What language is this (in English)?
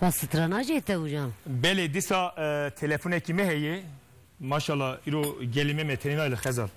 Kurdish